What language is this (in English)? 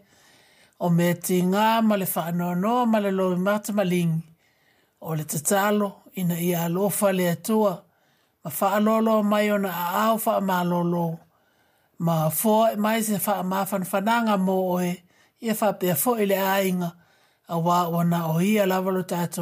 Samoan